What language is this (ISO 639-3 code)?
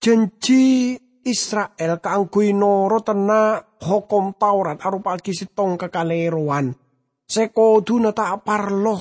mad